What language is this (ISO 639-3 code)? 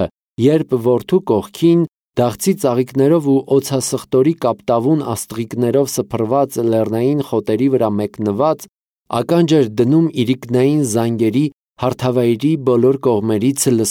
hye